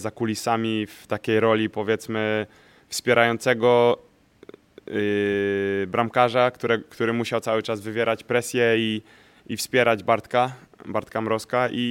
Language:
Polish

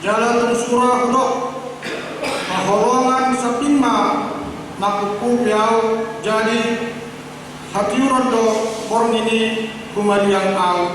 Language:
Batak Toba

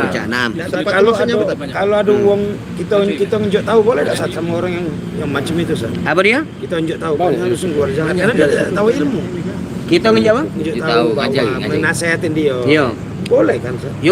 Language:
Musi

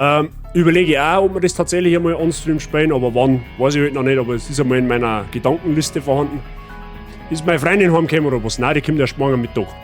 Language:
Bavarian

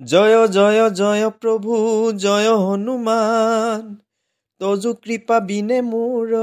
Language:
Assamese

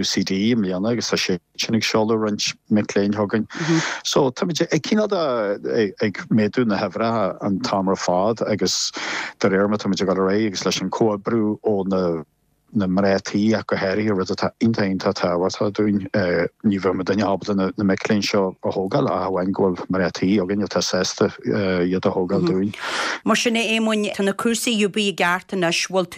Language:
Irish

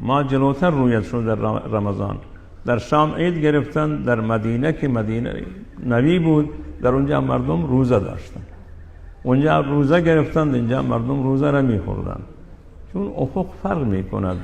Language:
Persian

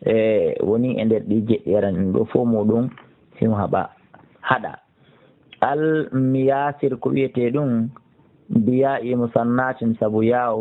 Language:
Fula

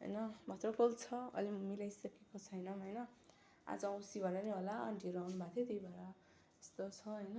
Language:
Nepali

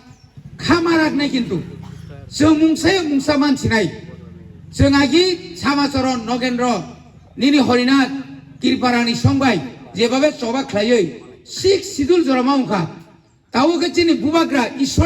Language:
Kok Borok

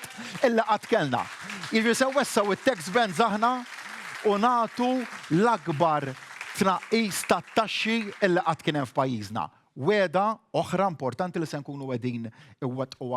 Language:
Maltese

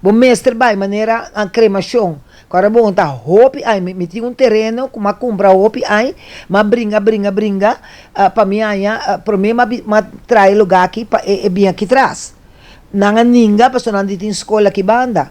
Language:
Papiamento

